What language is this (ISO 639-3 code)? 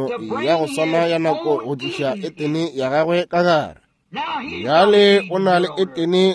nso